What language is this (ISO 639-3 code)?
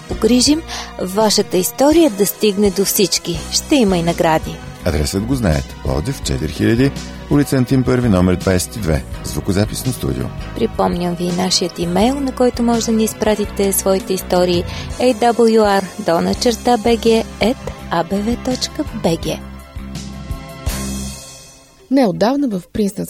bul